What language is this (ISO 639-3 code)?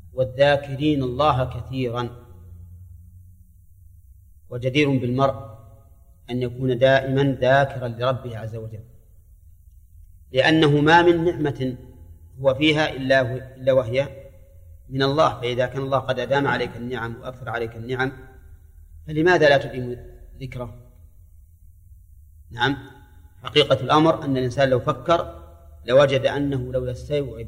ara